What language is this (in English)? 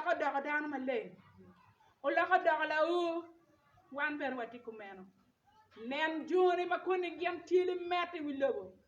Acoli